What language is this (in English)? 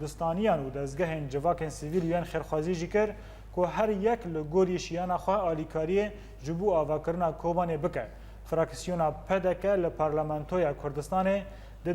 Kurdish